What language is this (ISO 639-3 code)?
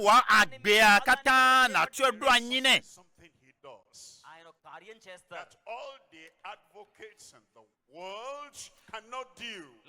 ewe